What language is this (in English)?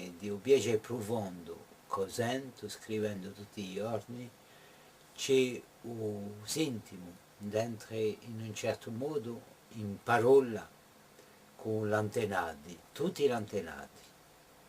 Corsican